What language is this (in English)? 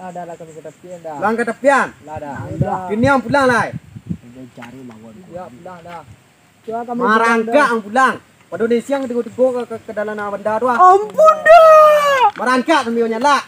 Minangkabau